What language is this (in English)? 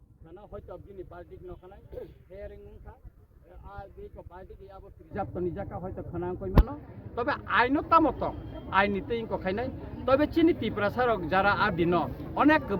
Kok Borok